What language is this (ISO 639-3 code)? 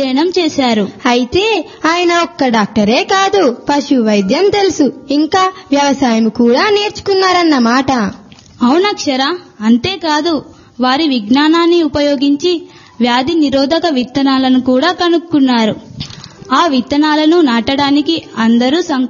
tel